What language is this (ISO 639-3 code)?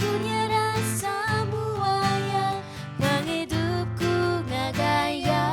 iba